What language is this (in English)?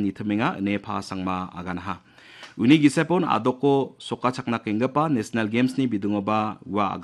Garo